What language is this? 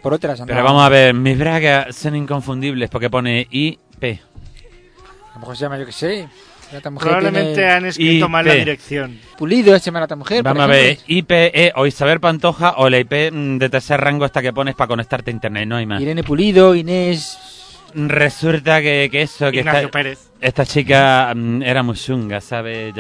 Spanish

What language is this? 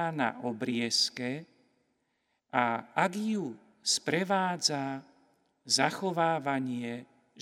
Slovak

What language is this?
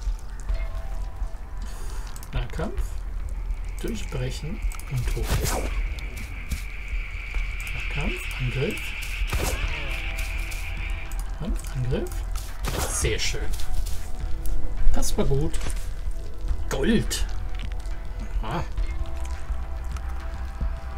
German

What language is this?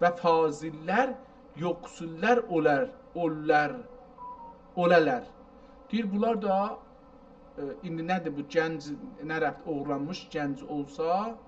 South Azerbaijani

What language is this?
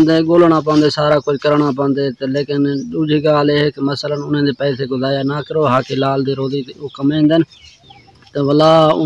Saraiki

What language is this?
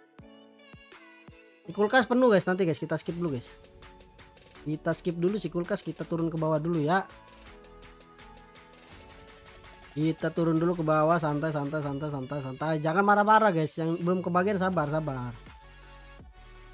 Indonesian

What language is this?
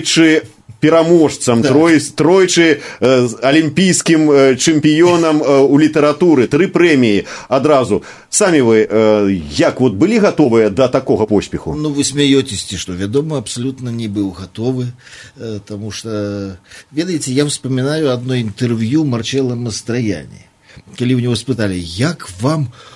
Belarusian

